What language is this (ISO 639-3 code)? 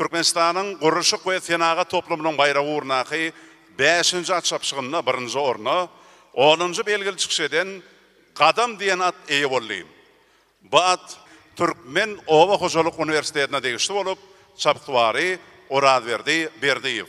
tuk